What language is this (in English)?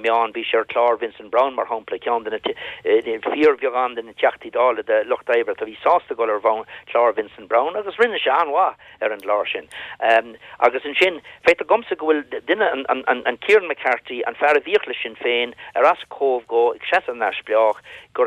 Irish